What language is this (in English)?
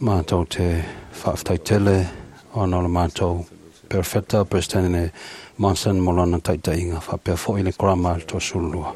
Samoan